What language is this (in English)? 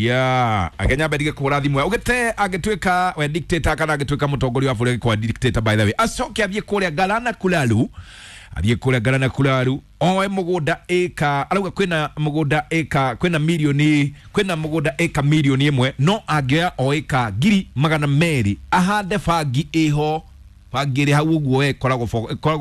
Kikuyu